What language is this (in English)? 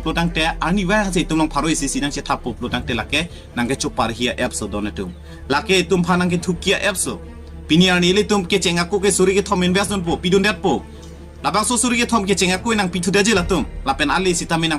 Karbi